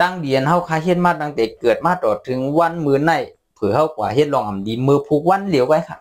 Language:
Shan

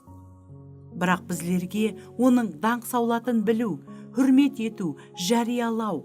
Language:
Kara-Kalpak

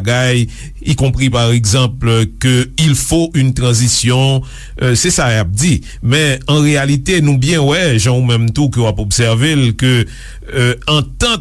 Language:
Haitian Creole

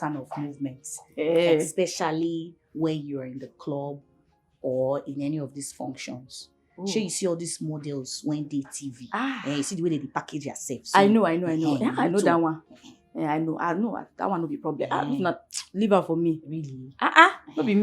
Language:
Nigerian Pidgin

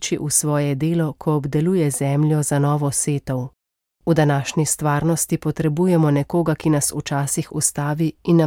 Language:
Slovenian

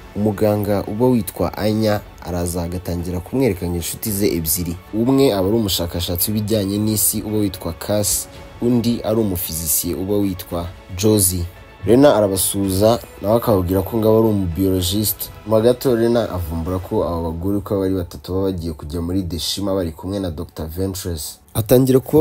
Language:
Kinyarwanda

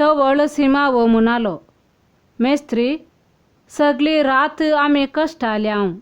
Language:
Konkani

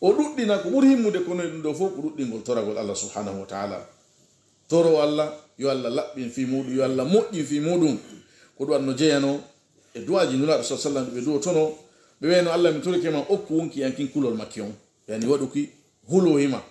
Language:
Pular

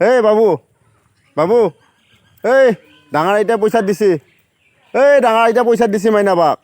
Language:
Assamese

